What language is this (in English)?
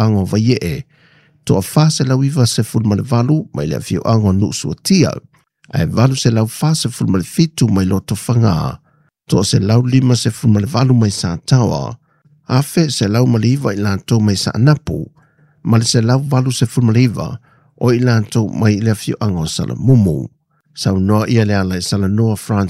Samoan